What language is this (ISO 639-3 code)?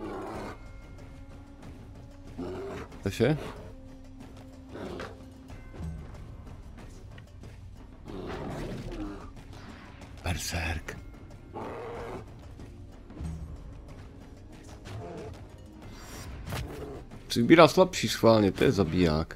ces